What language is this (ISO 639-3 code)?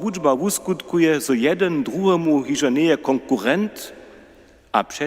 hsb